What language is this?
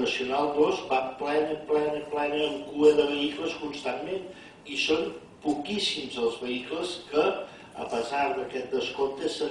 Catalan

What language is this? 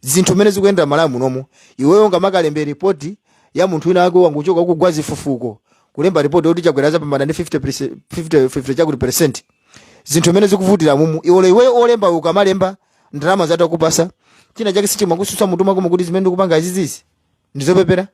Nyanja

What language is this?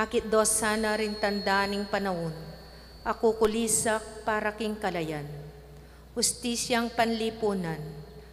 Pampanga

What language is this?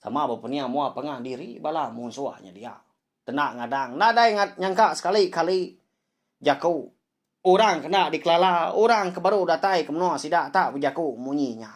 Iban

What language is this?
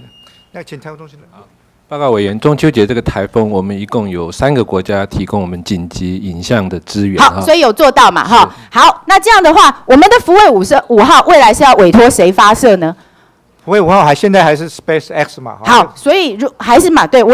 Chinese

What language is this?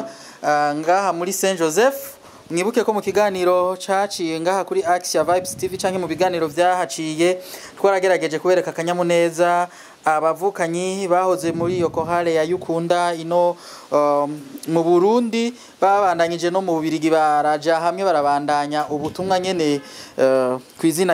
Rundi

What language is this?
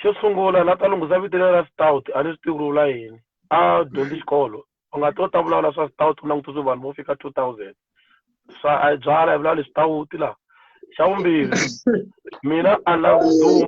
Tsonga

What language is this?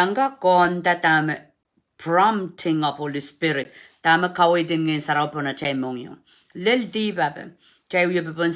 Pohnpeian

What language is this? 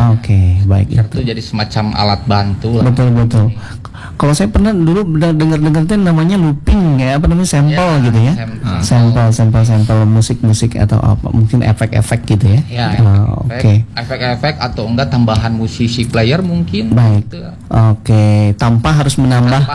Indonesian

